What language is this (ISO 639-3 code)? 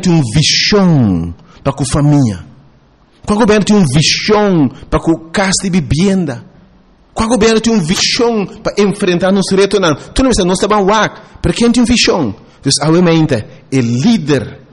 pap